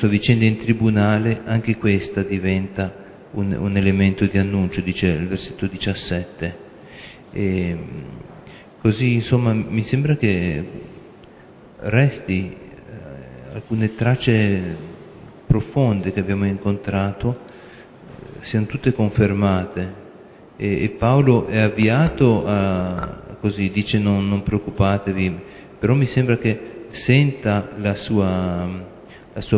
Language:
Italian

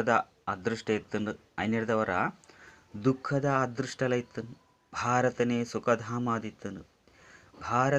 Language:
Tulu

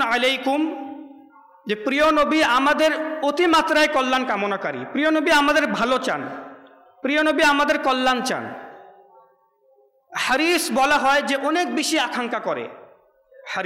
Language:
Bangla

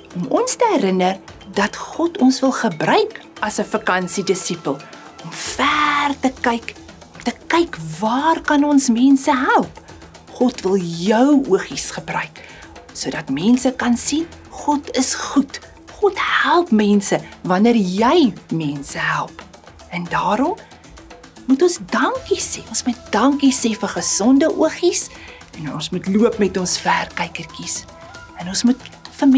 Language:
Afrikaans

